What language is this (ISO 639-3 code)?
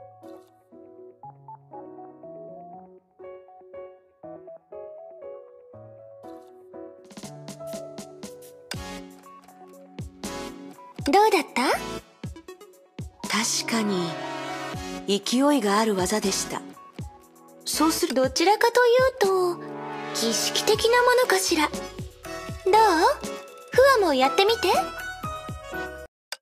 jpn